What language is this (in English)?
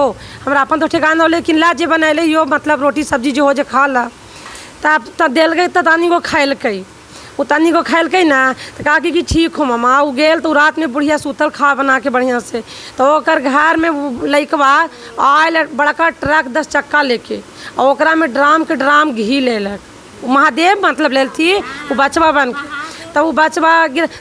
Magahi